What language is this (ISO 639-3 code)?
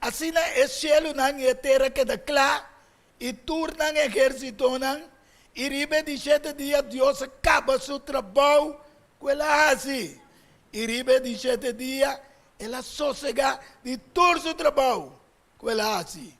pap